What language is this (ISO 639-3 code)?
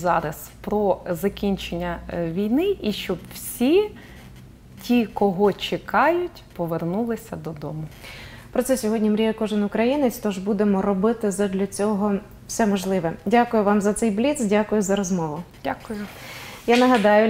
ukr